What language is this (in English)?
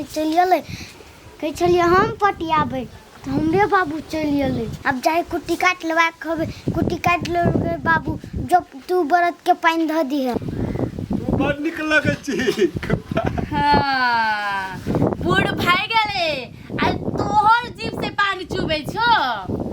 Maithili